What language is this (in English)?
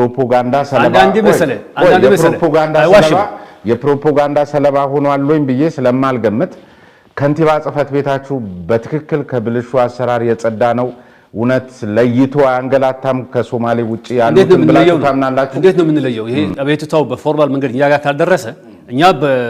Amharic